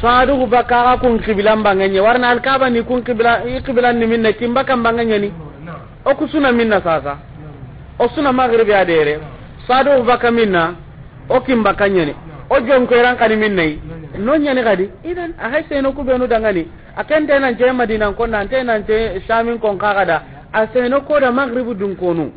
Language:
Soninke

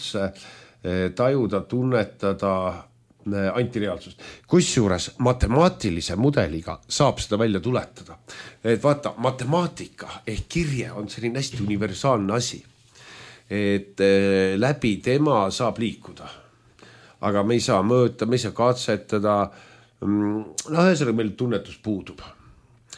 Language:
Estonian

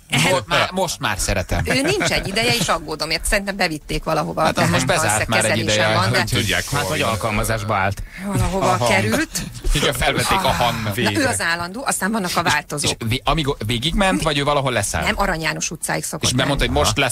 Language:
Hungarian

